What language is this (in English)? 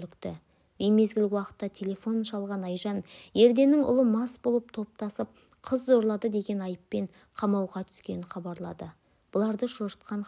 Kazakh